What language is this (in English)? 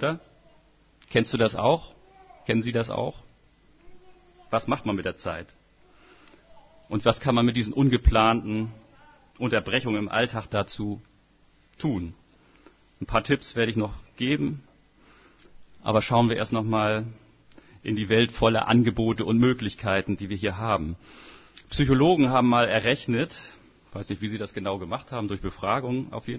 German